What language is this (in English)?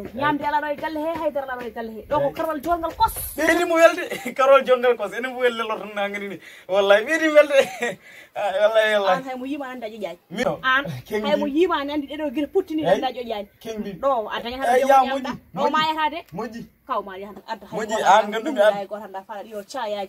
Fula